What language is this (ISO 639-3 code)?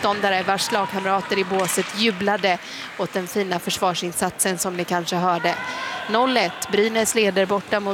swe